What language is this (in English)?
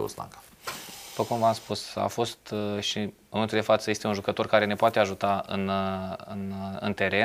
Romanian